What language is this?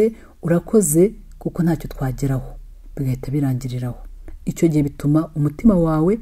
Kinyarwanda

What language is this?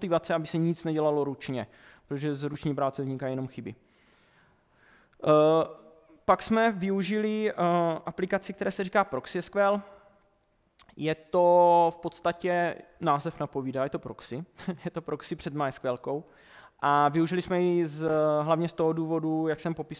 Czech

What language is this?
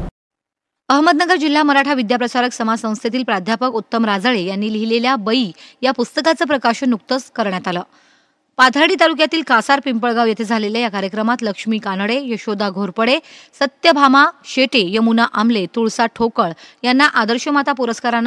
Marathi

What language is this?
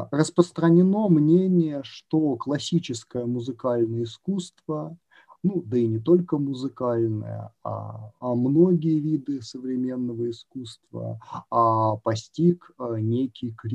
Russian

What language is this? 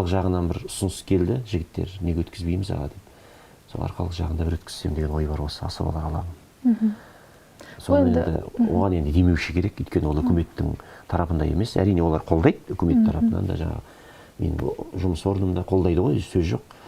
Kazakh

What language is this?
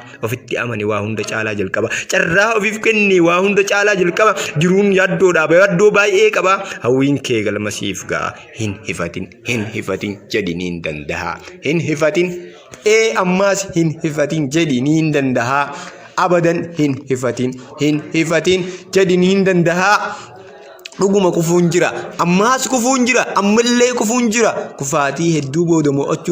Oromo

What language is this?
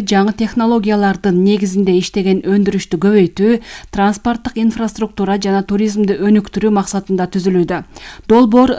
Kyrgyz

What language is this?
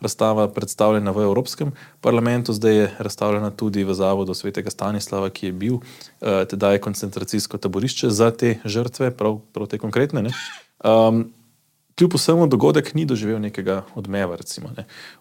Slovenian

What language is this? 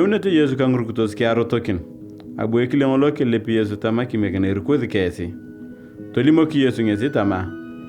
Turkana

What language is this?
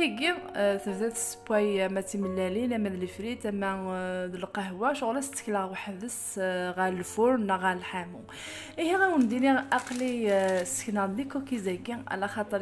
Kabyle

